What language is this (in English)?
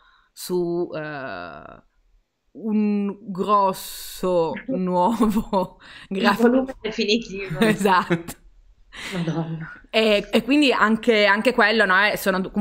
Italian